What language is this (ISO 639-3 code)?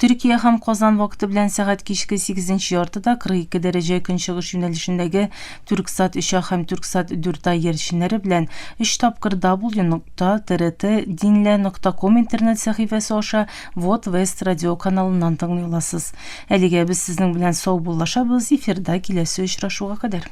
tat